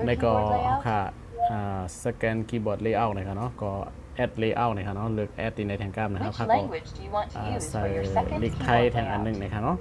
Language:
Shan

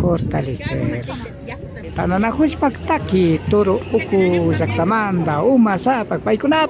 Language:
Imbabura Highland Quichua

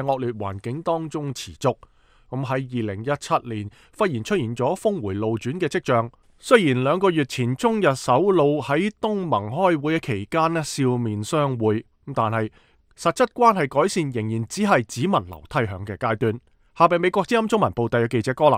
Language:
Cantonese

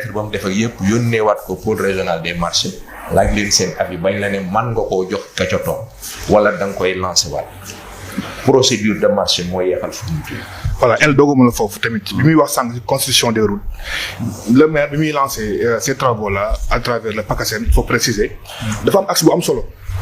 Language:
Wolof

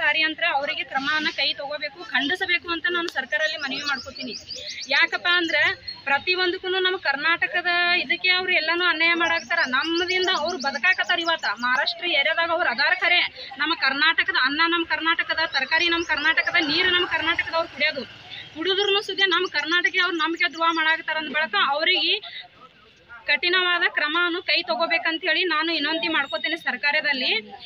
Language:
Kannada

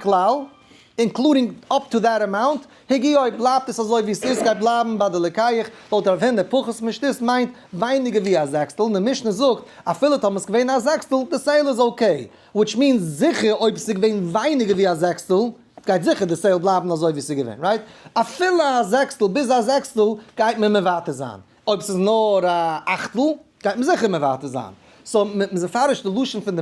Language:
Yiddish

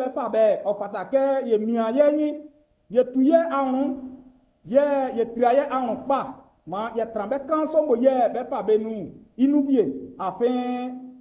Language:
Baoulé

